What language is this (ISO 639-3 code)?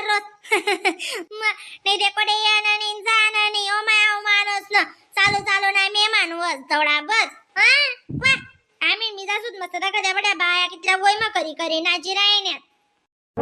khn